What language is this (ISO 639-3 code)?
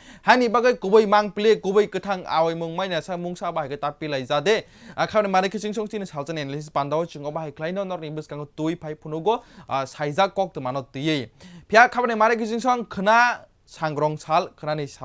trp